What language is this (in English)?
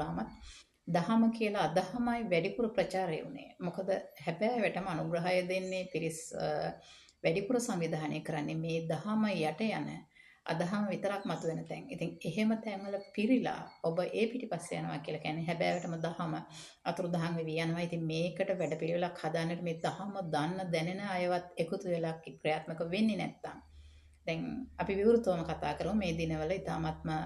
Sinhala